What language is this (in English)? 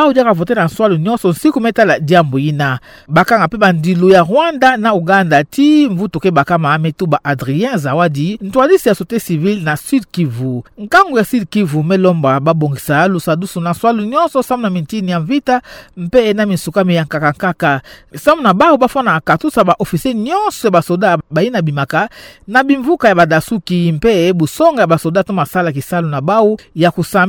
Kituba (Democratic Republic of Congo)